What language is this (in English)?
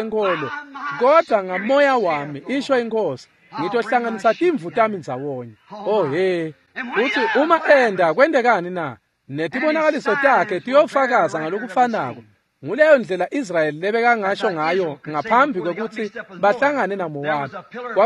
Swati